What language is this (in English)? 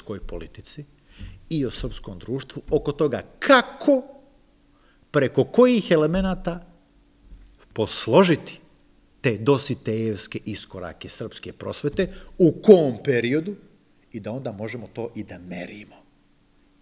Serbian